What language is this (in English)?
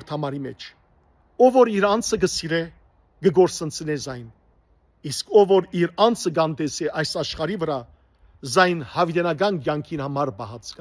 Western Armenian